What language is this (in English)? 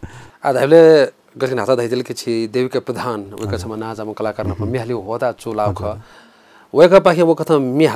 Newari